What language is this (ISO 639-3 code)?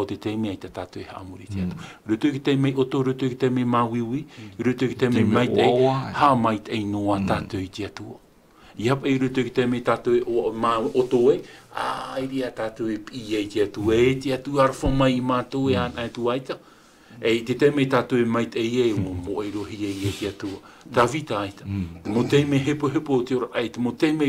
tah